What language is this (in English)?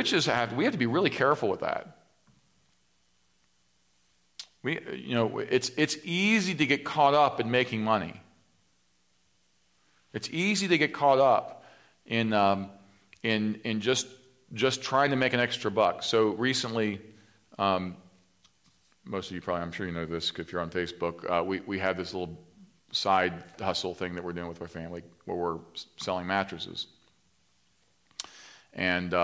English